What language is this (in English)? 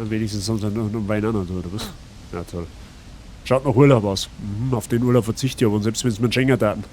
Bavarian